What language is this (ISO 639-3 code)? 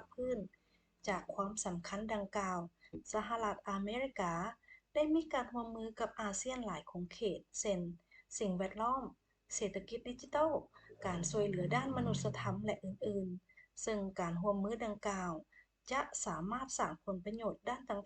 lao